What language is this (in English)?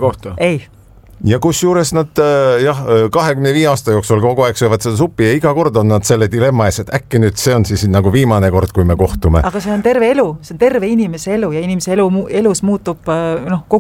Estonian